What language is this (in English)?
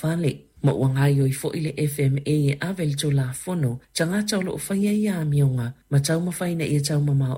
Samoan